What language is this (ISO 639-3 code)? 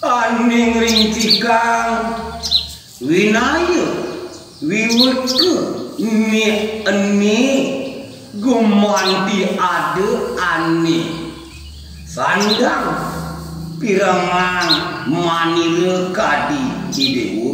ban